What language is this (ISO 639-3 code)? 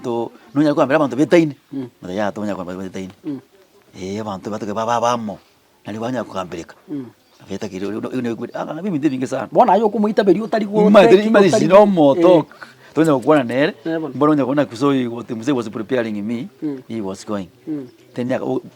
guz